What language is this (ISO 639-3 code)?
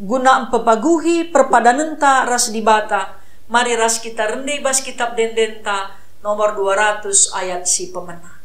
btx